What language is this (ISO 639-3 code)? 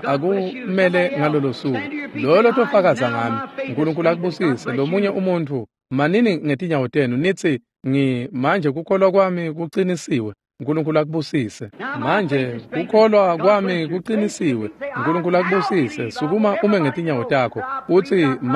ssw